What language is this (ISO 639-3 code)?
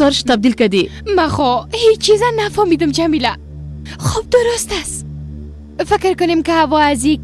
fas